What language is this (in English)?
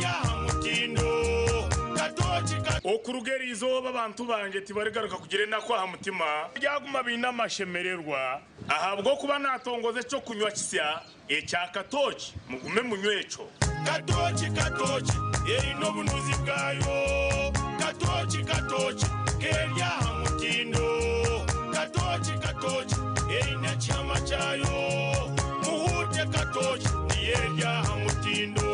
Nyankole